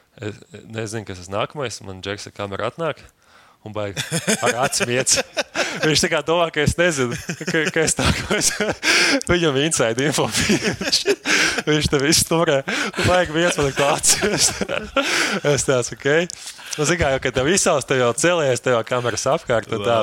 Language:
Latvian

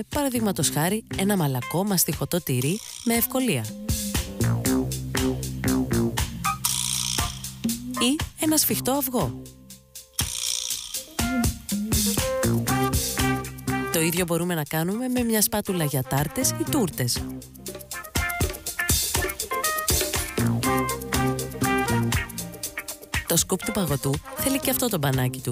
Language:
Greek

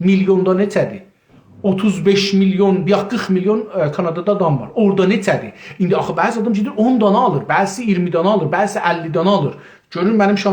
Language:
South Azerbaijani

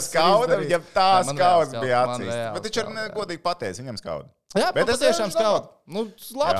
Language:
Latvian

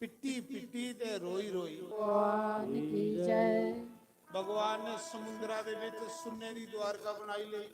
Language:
Dogri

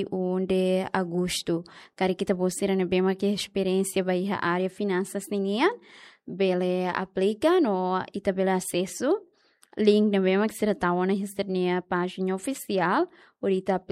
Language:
Tetum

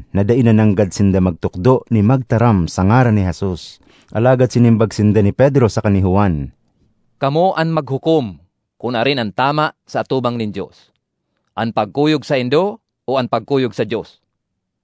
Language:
Bikol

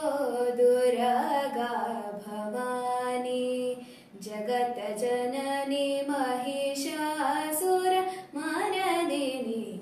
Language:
Kannada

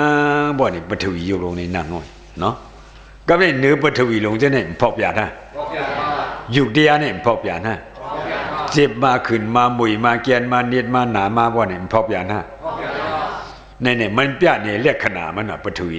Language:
Shan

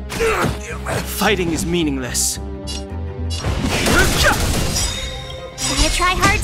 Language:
English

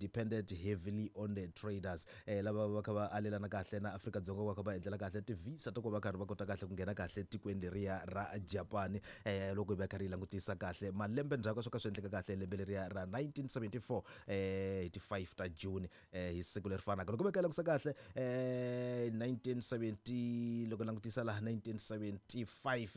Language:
Tsonga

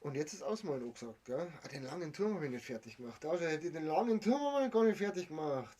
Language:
Bavarian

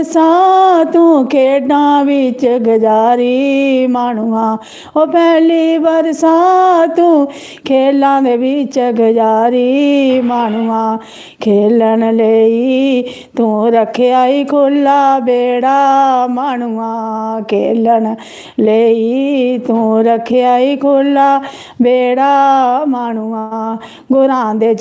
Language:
Dogri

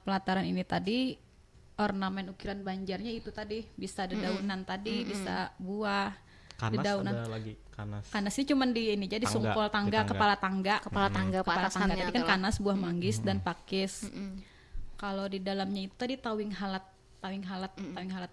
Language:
Banjar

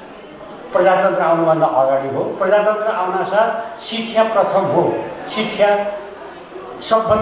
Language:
Nepali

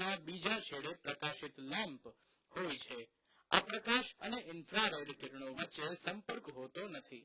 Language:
Gujarati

